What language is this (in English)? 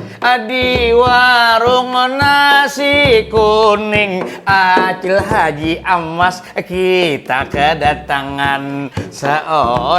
Banjar